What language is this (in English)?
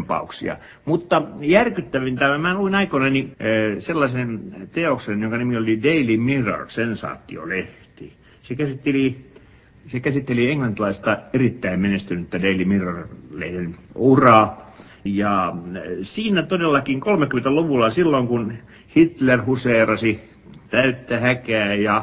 Finnish